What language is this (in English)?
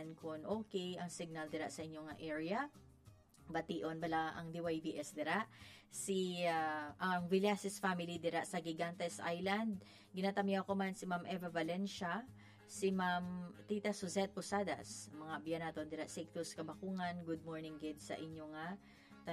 Hiligaynon